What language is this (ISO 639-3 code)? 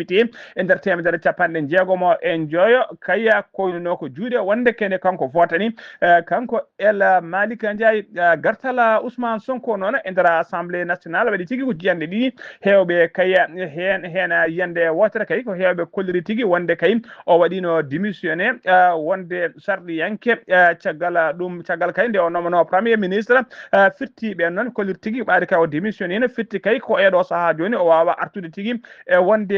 ful